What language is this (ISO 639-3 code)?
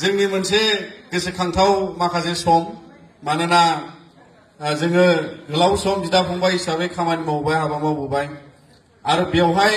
brx